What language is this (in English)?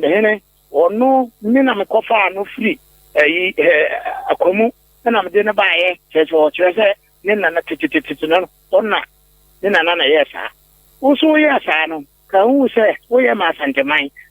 Akan